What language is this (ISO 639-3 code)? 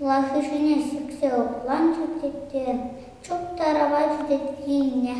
chv